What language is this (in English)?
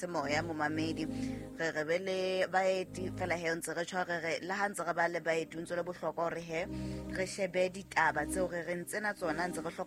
Southern Sotho